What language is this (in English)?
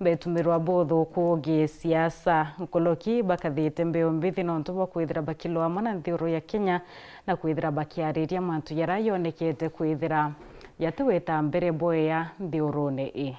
Meru